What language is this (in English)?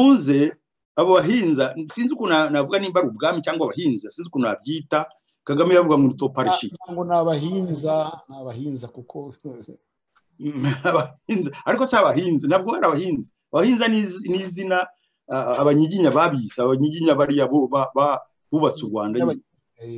Kinyarwanda